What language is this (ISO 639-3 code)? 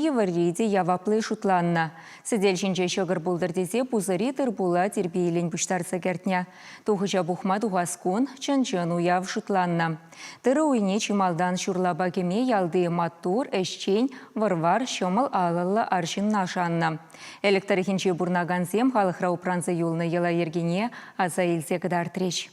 chv